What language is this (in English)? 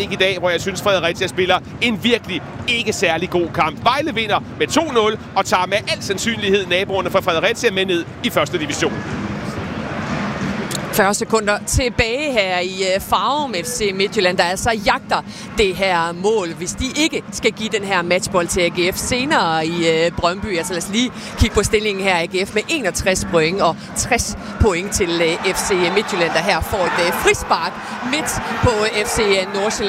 Danish